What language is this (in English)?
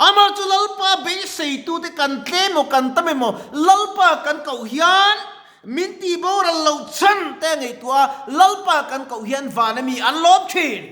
Mizo